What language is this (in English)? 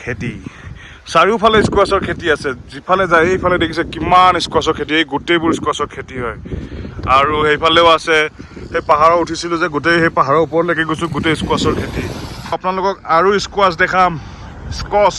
Assamese